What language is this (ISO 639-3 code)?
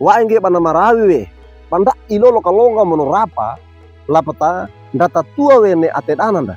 wew